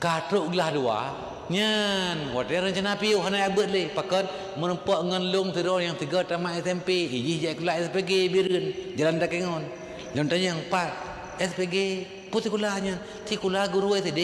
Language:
Achinese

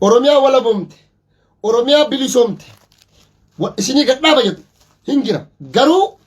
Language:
Oromo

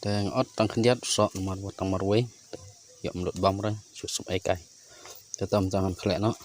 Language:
Khasi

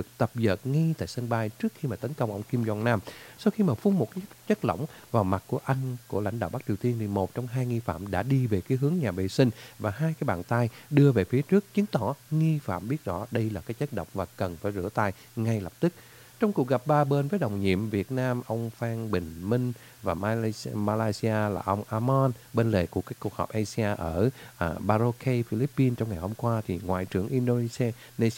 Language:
Vietnamese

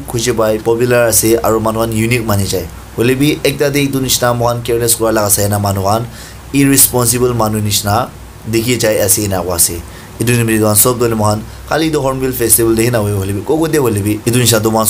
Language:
Naga Pidgin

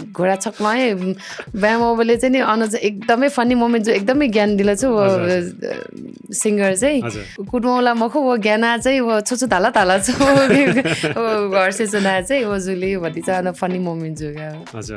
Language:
Newari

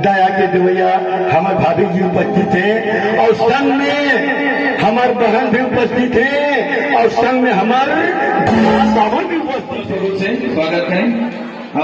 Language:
Chhattisgarhi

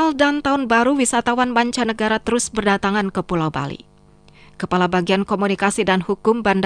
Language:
Indonesian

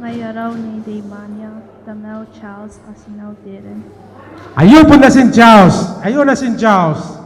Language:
Gilbertese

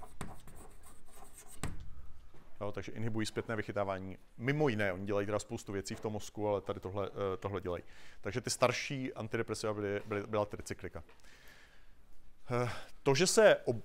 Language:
Czech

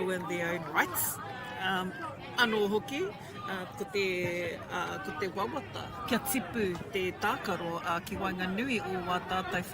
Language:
Māori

